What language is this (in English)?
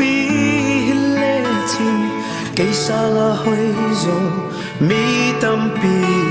Tedim Chin